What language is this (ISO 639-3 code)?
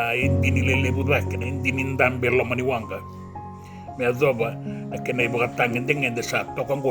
fij